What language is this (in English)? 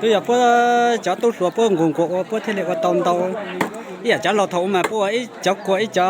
Hmong